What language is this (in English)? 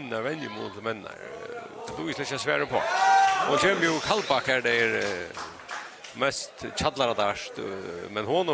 Faroese